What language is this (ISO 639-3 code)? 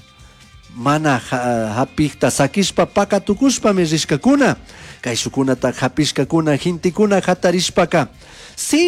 qug